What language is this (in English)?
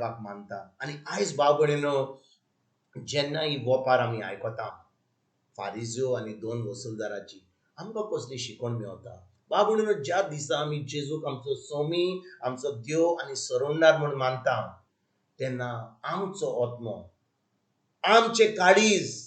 Konkani